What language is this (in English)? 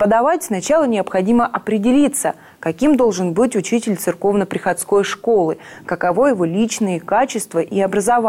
Russian